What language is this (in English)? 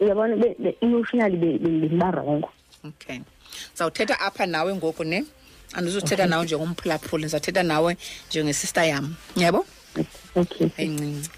Xhosa